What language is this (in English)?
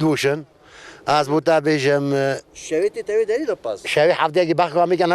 Kurdish